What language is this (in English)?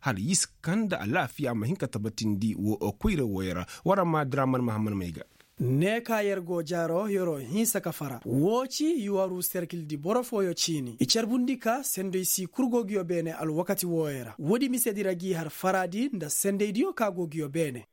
Koyraboro Senni